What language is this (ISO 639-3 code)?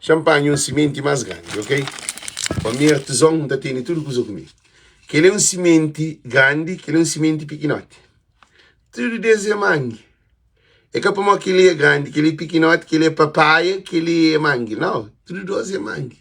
kea